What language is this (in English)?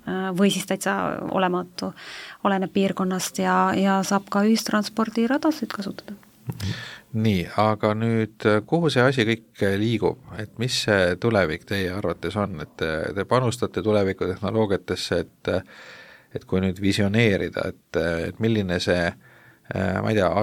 Estonian